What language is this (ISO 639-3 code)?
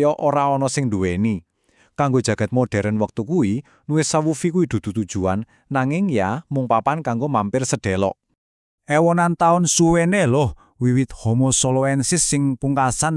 jav